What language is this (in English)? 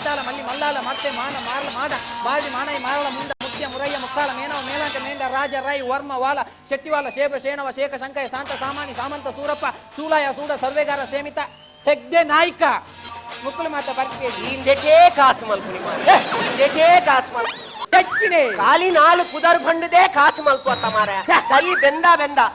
Tulu